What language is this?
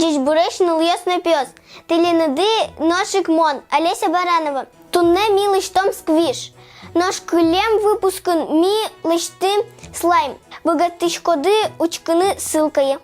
Udmurt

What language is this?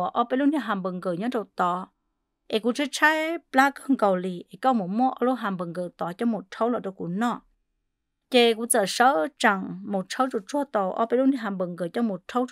Vietnamese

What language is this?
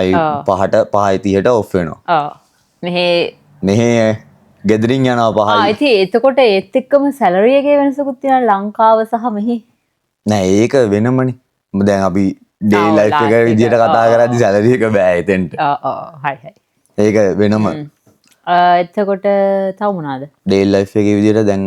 Sinhala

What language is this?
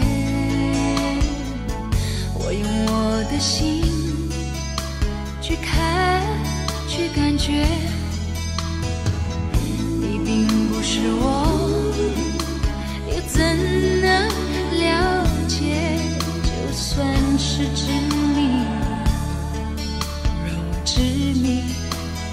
Chinese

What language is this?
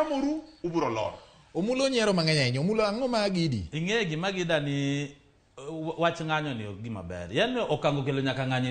Luo (Kenya and Tanzania)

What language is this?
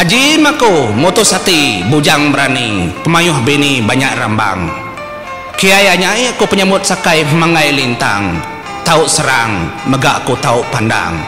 Iban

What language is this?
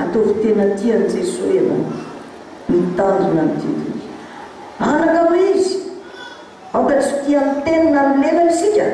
Malagasy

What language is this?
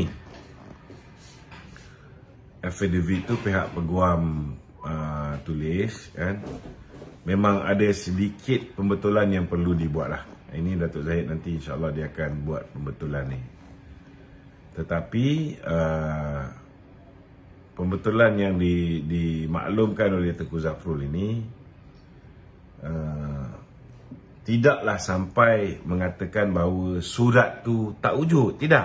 Malay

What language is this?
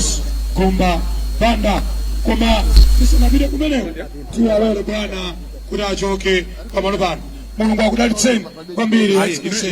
Nyanja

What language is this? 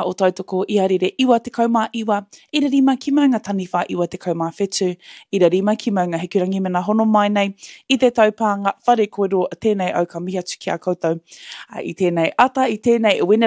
Māori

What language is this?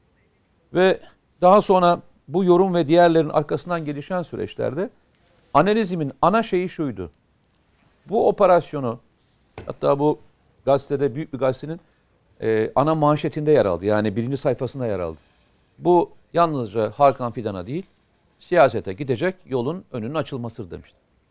Turkish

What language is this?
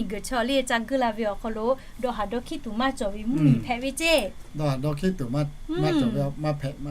Lahu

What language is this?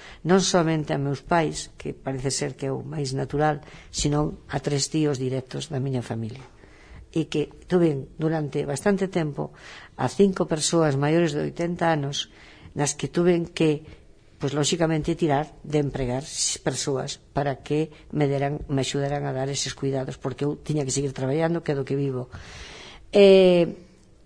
Galician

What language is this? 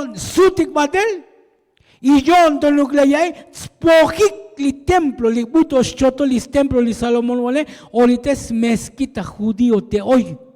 Tzotzil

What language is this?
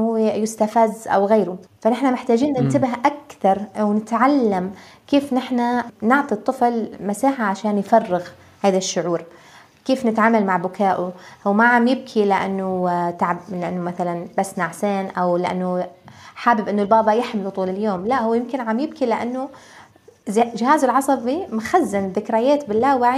North Levantine Arabic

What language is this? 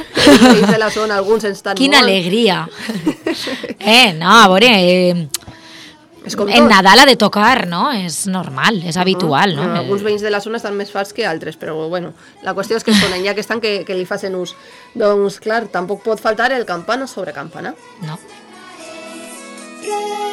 Catalan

